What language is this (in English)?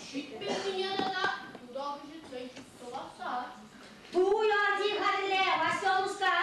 Chuvash